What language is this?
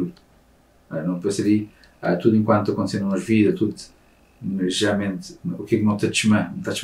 Kabuverdianu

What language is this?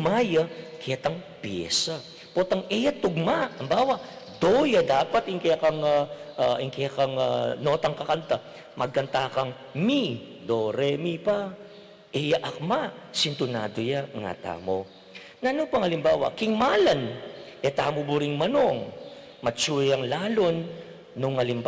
Pampanga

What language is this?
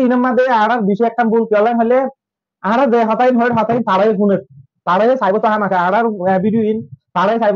Rohingya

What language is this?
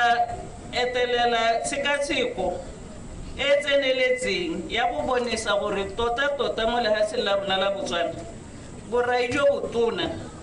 Tswana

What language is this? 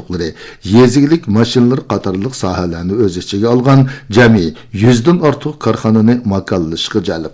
Uyghur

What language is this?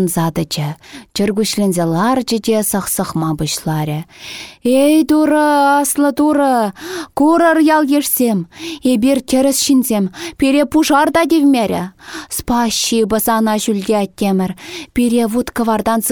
Chuvash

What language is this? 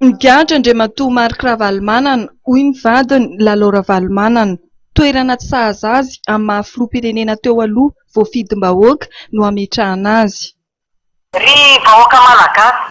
Malagasy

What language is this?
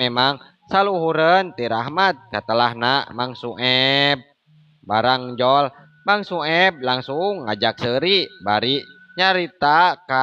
Sundanese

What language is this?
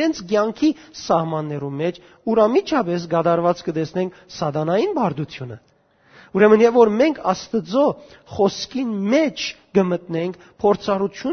Western Armenian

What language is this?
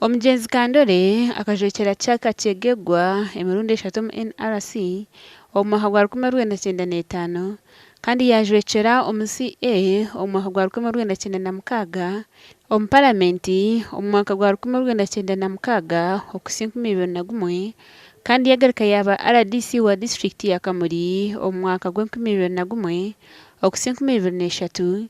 Nyankole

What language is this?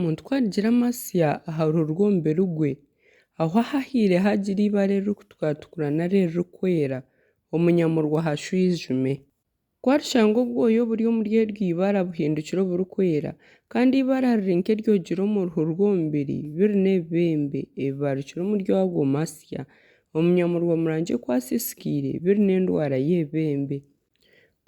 Nyankole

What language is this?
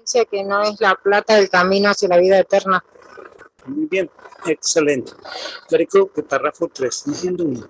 Guarani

